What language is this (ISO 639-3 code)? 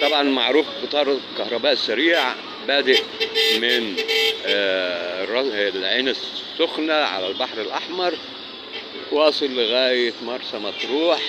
arz